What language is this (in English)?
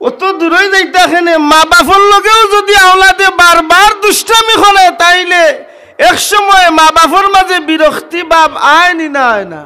Sylheti